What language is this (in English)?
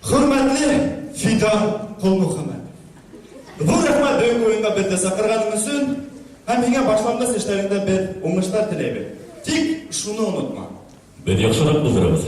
Bashkir